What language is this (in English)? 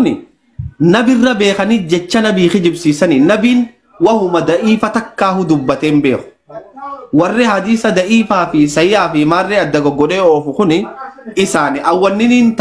Oromo